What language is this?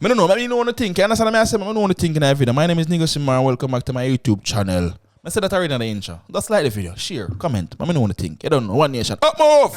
Jamaican Creole English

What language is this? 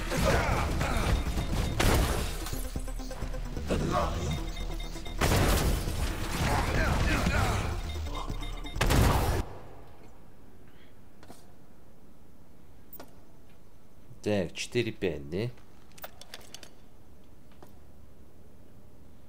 Russian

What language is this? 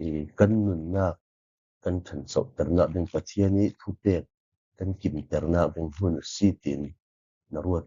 Falam Chin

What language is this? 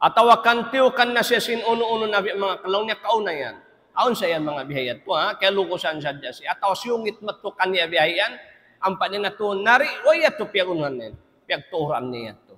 Tausug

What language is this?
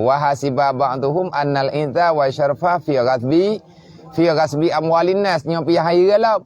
Achinese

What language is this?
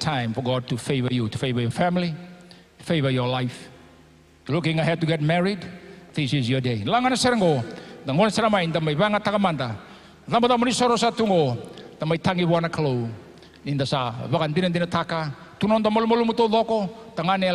Fijian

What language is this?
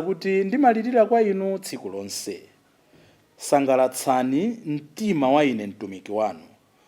Nyanja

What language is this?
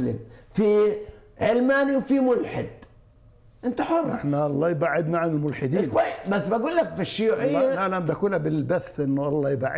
South Levantine Arabic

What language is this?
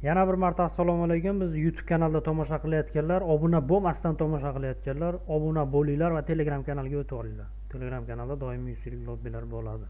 Uzbek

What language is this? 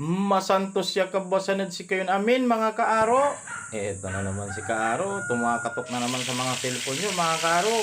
Pangasinan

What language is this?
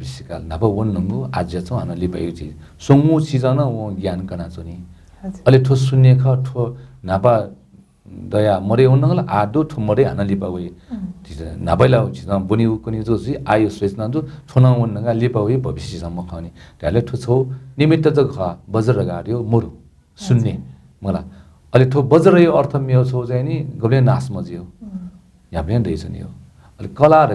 Newari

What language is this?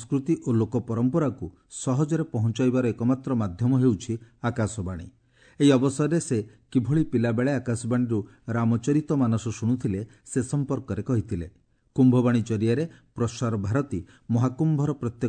Odia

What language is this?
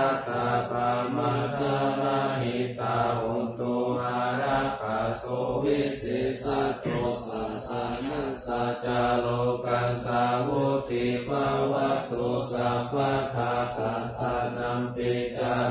Pali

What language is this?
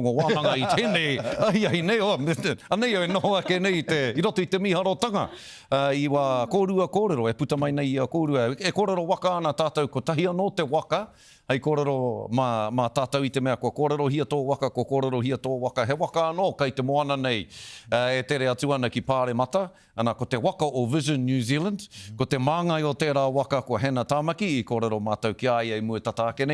Māori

